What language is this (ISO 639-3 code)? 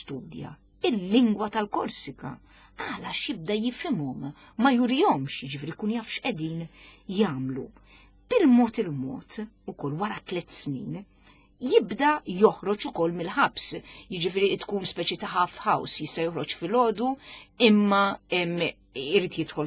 mlt